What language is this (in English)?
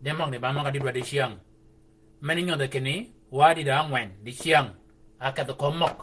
Shilluk